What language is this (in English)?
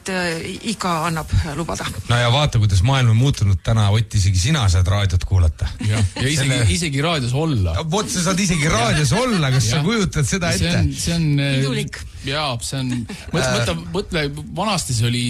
Estonian